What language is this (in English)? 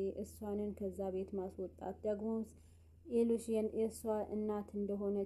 Amharic